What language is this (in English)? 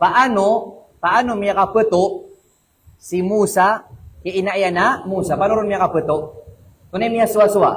Maranao